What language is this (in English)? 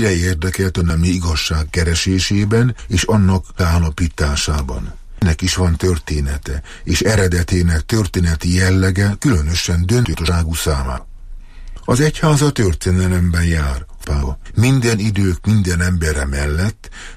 Hungarian